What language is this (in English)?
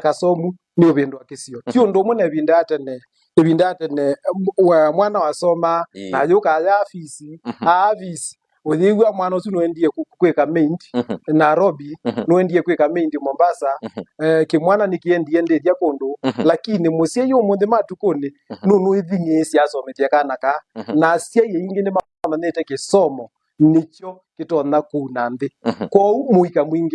Kamba